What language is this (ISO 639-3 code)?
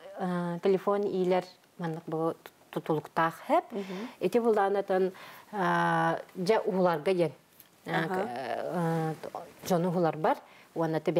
sah